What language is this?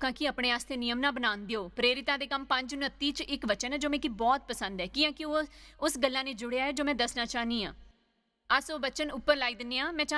Dogri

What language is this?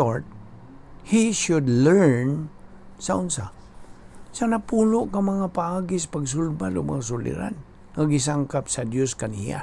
Cebuano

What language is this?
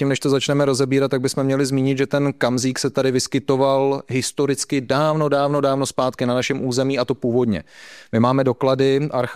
Czech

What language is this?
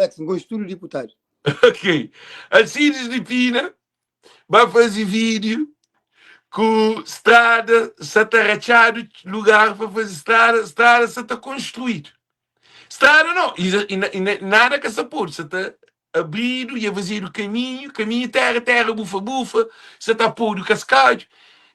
Kabuverdianu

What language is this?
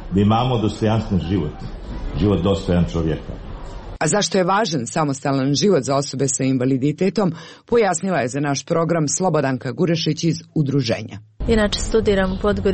Serbian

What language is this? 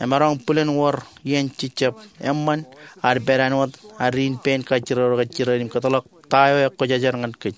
Marshallese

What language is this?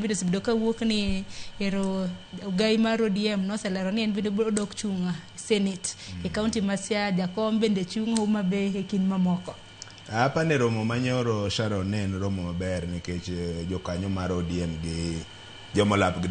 Luo (Kenya and Tanzania)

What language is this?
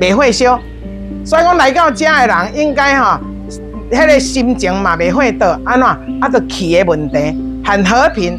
Min Nan Chinese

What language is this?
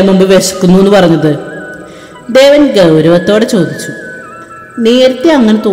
Malayalam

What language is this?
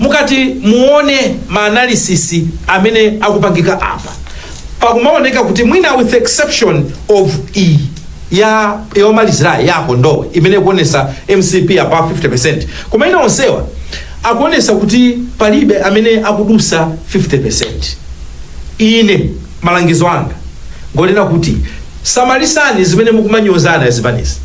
Nyanja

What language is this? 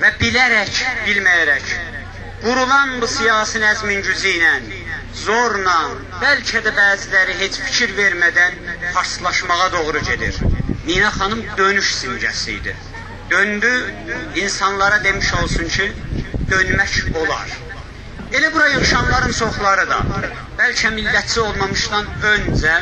South Azerbaijani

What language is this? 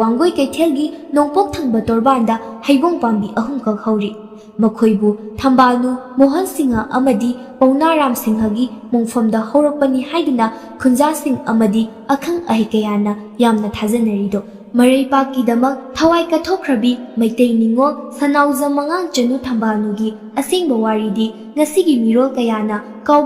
Manipuri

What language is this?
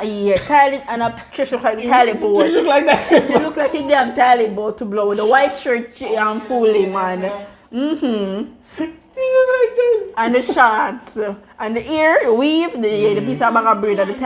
Jamaican Creole English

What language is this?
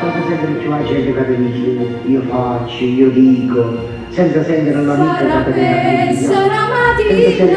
Neapolitan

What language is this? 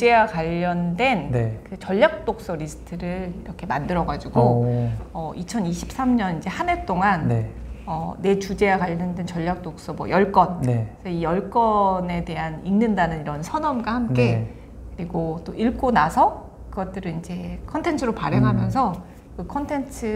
Korean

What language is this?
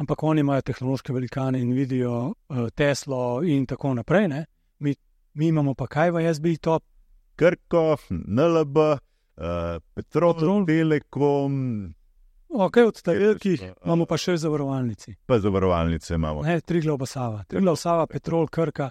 Slovenian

